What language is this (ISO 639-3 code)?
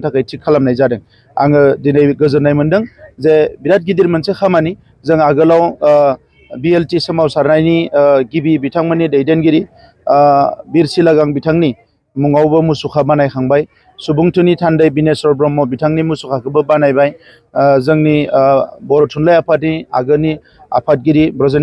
brx